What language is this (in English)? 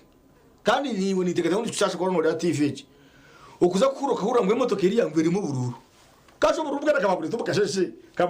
Nyankole